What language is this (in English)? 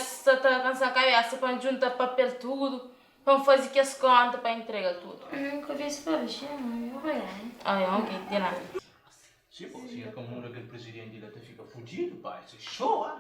Kabuverdianu